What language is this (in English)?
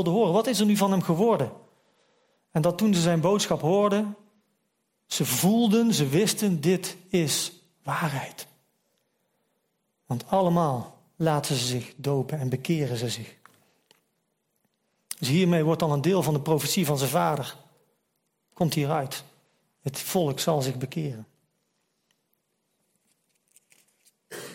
Dutch